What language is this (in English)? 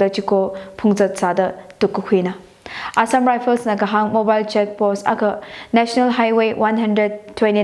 Tangkhul Naga (India)